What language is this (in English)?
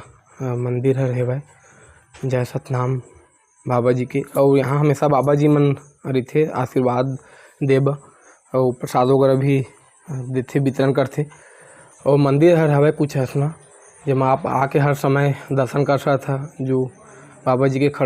Chhattisgarhi